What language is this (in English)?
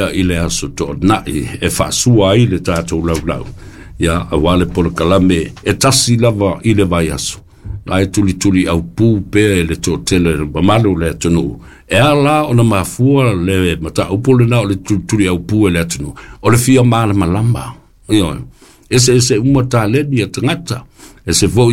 Samoan